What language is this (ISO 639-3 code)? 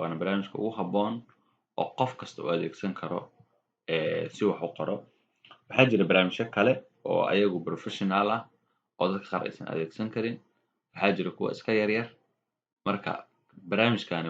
som